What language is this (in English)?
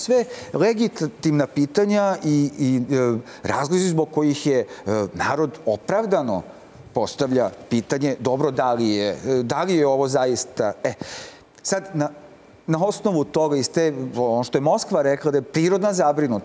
Serbian